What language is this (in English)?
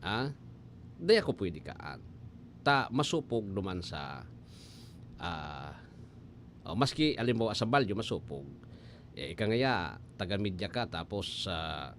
Bikol